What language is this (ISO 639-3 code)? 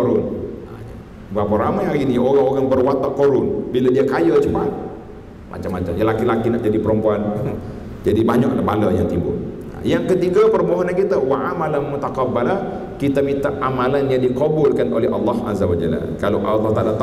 msa